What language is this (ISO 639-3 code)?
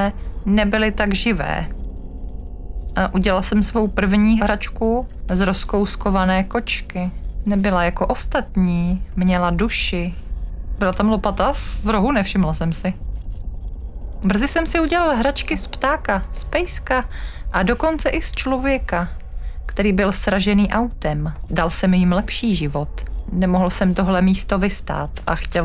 ces